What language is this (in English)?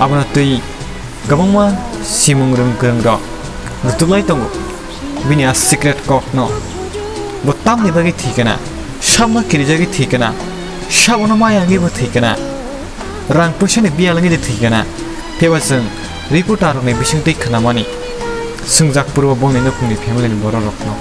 Kok Borok